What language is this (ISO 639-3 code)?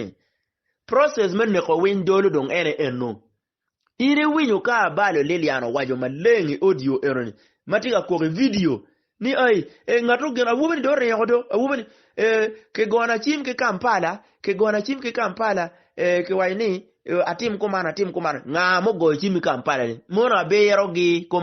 ach